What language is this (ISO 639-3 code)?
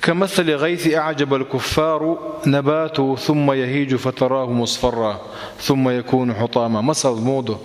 che